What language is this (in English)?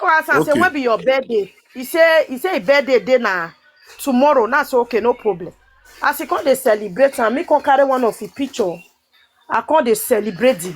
Nigerian Pidgin